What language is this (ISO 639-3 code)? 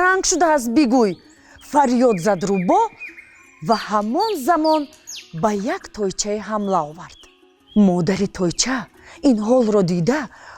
tgk